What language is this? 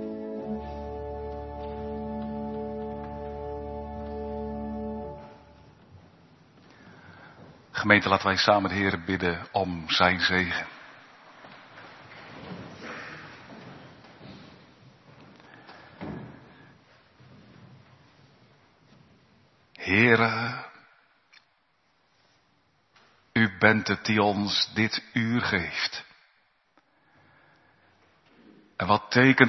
Dutch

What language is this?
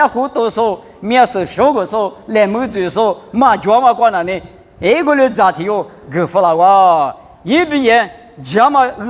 Lisu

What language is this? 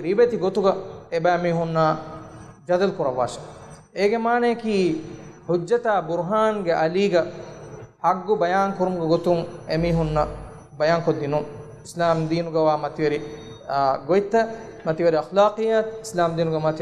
Divehi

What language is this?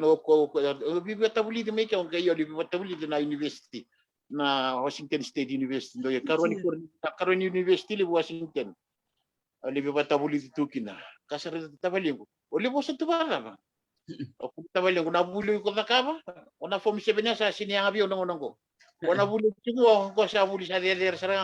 Fijian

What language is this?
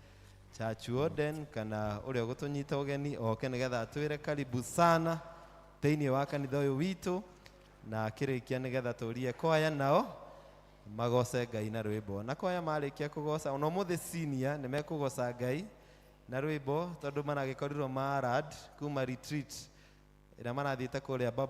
Kikuyu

